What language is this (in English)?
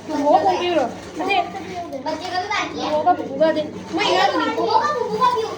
Manipuri